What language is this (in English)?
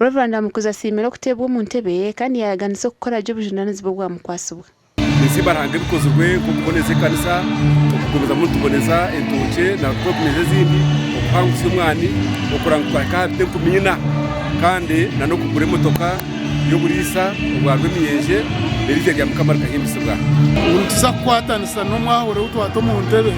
Nyankole